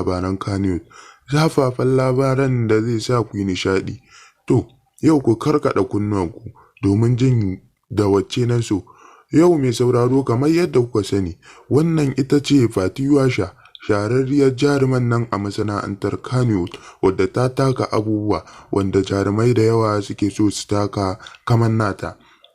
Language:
Hausa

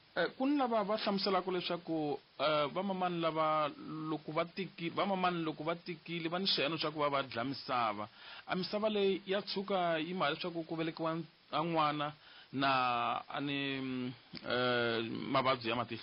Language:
Tsonga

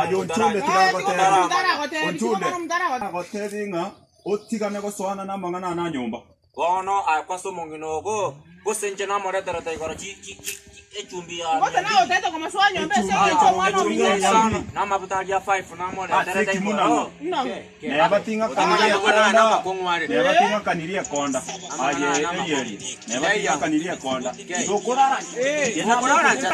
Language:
Gusii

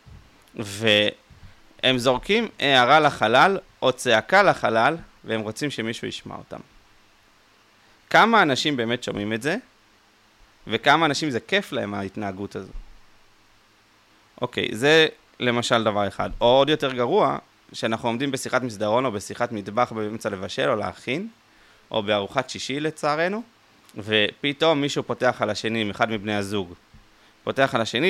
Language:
Hebrew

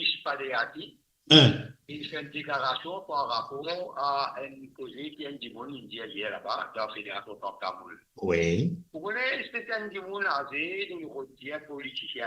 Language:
Morisyen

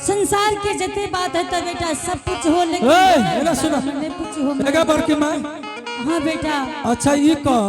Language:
Angika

